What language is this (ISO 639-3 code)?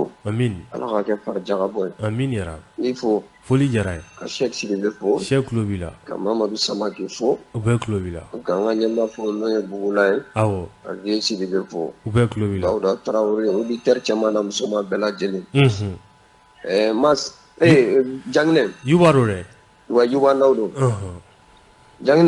bam